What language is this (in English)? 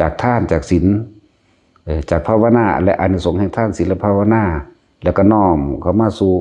Lao